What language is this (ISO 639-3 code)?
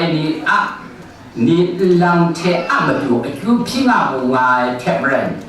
kac